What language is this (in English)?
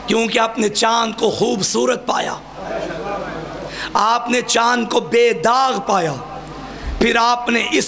Urdu